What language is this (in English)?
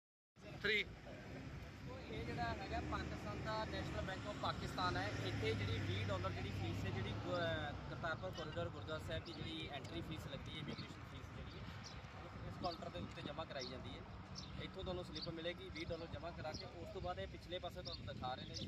Punjabi